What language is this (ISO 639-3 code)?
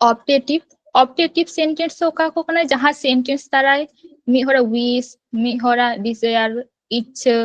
sat